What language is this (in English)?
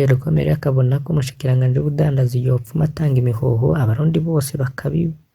Rundi